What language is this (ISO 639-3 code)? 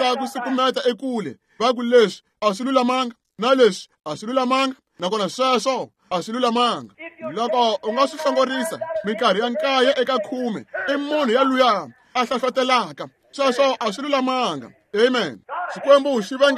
tso